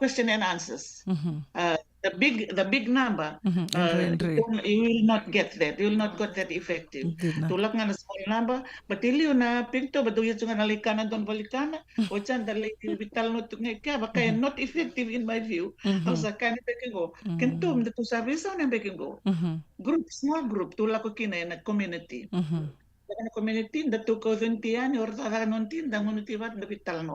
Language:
Fijian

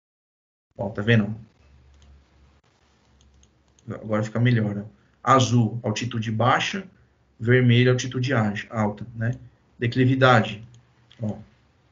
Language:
Portuguese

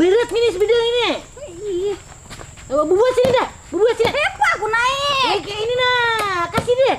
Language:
Banjar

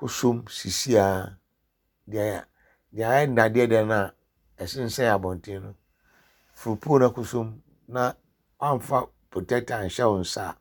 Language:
Akan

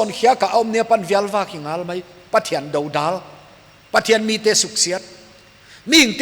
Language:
Paite Chin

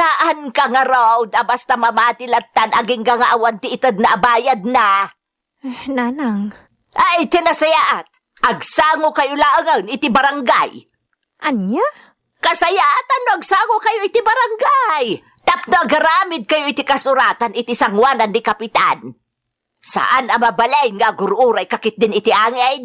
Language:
Iloko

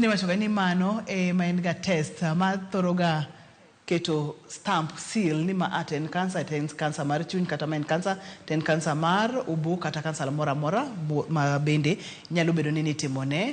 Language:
Luo (Kenya and Tanzania)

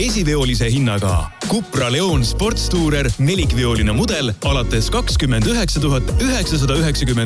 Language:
Estonian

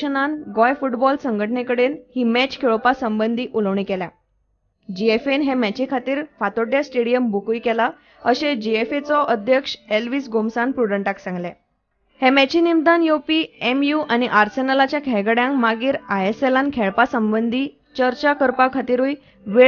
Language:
Konkani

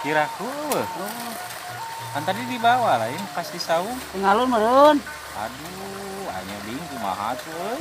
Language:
Sundanese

